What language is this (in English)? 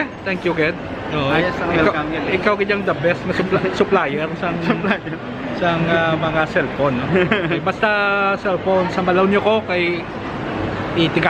Hiligaynon